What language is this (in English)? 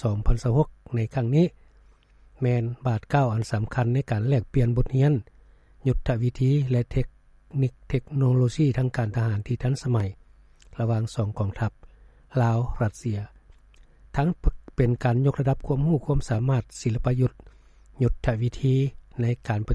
Lao